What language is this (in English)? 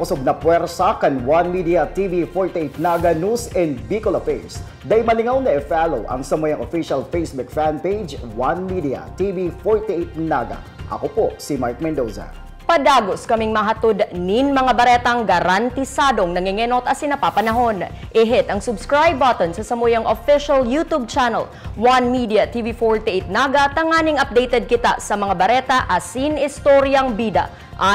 Bikol